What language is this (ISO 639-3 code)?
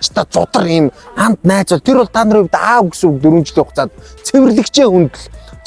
mon